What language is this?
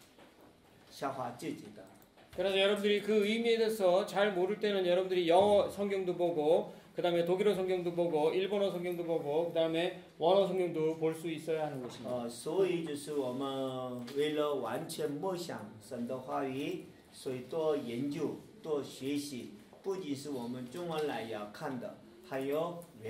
Korean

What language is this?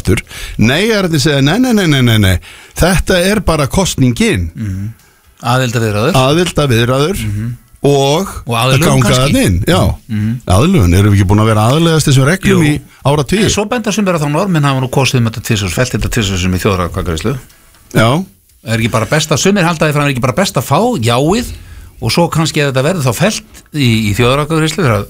Icelandic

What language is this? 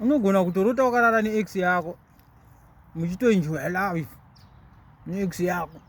Shona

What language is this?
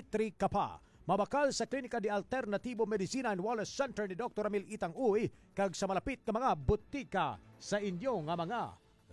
Hiligaynon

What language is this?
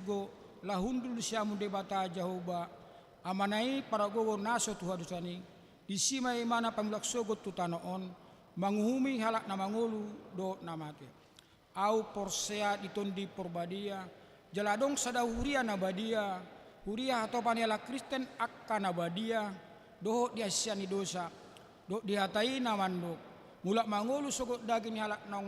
Batak Toba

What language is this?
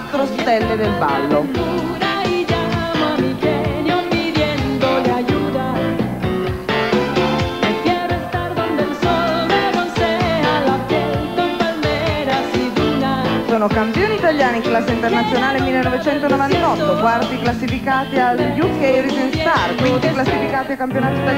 Italian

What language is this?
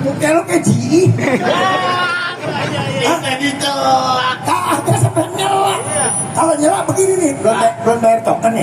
Betawi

